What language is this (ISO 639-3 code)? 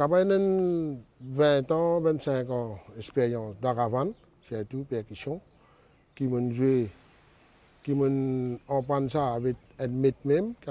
mfe